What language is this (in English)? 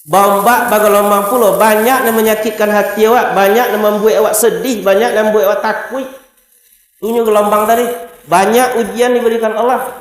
Minangkabau